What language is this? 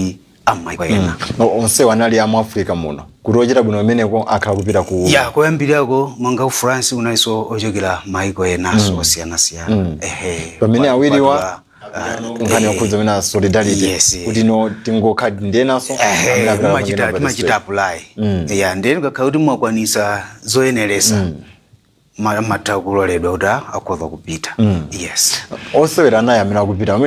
Nyanja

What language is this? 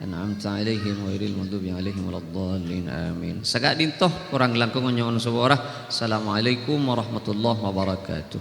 Madurese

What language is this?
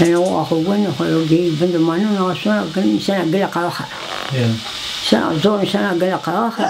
Zaza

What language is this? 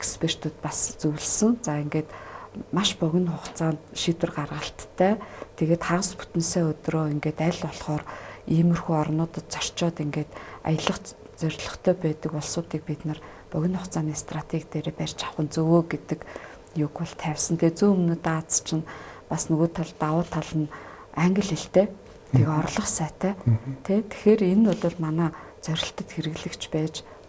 Mongolian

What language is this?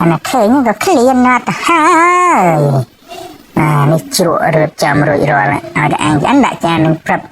Khmer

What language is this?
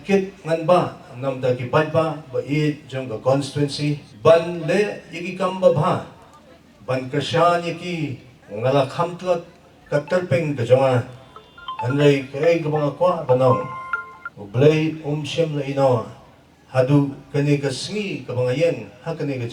Khasi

